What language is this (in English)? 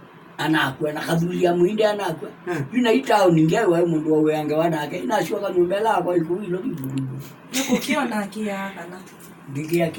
Kamba